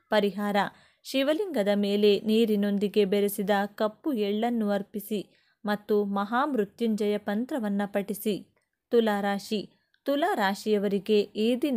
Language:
Kannada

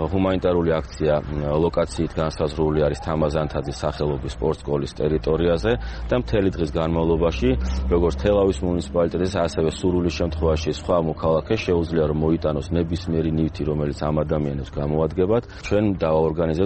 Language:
Georgian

